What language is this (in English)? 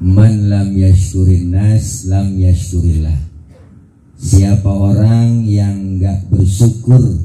Betawi